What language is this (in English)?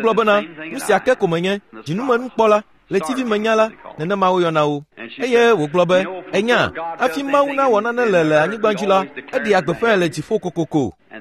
Ewe